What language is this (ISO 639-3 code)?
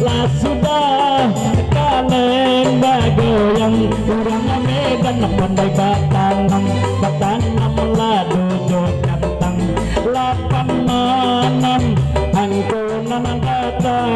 min